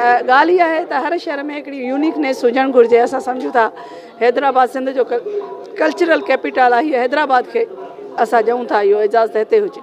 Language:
Sindhi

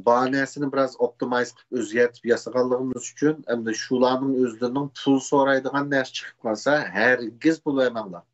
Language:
Uyghur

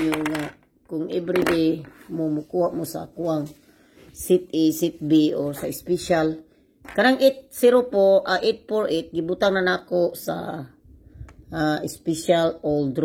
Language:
Cebuano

